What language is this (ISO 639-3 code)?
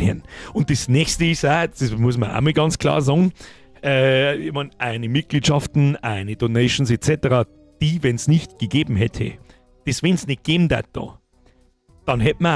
bar